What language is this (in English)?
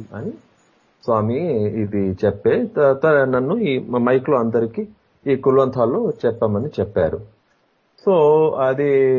Telugu